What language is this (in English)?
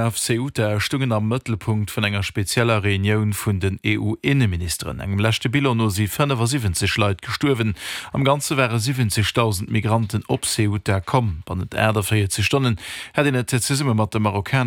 Luxembourgish